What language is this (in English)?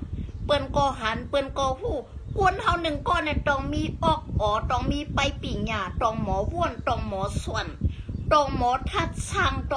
Shan